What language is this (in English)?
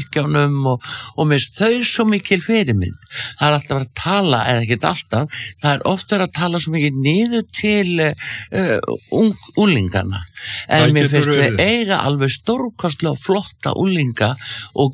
Icelandic